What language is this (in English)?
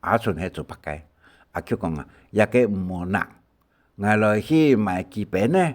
Hakka Chinese